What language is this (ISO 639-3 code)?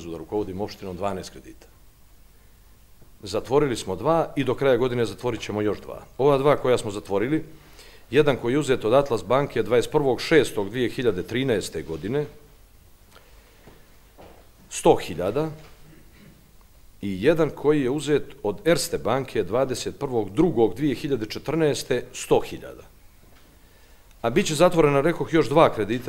bos